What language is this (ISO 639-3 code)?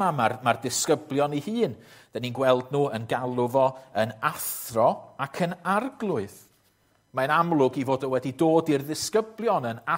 cym